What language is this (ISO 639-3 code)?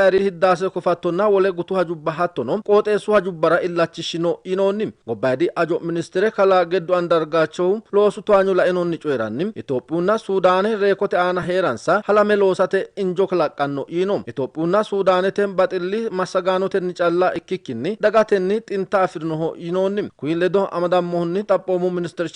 sid